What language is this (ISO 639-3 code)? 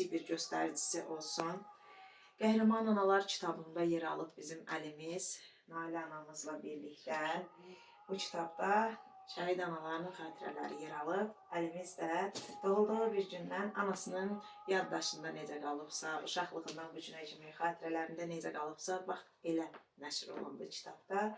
aze